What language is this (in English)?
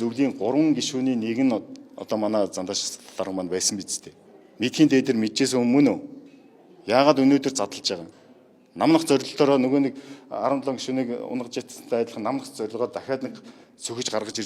Mongolian